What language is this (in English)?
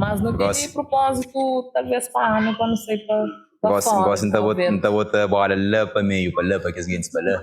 Kabuverdianu